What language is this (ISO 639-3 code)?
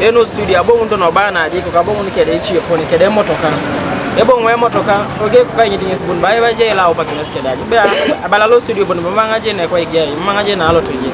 teo